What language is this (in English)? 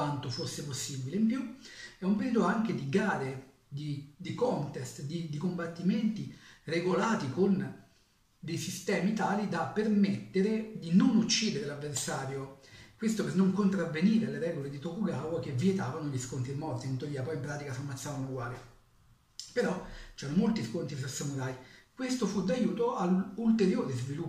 Italian